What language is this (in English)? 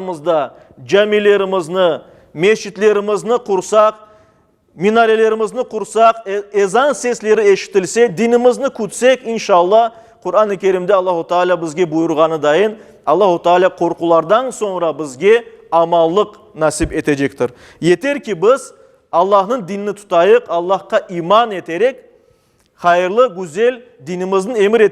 Crimean Tatar